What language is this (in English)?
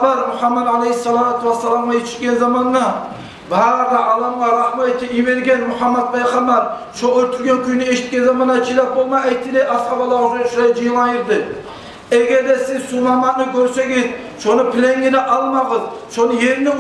Kumyk